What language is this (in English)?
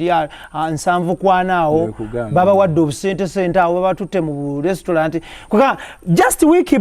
Ganda